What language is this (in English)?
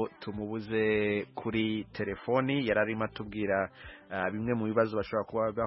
Kinyarwanda